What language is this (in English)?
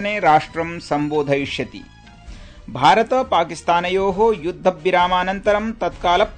Sanskrit